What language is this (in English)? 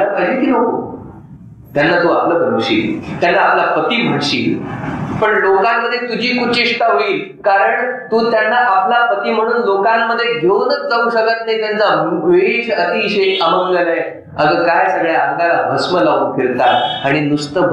Marathi